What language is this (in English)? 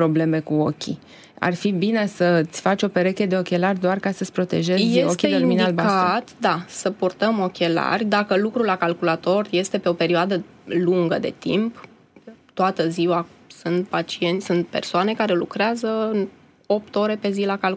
Romanian